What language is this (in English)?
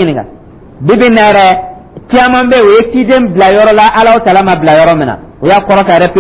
Dyula